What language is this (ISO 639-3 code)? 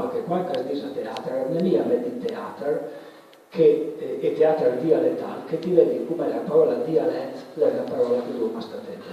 pms